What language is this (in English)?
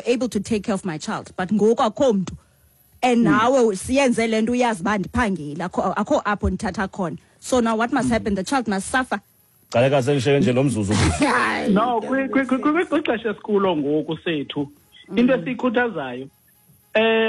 Xhosa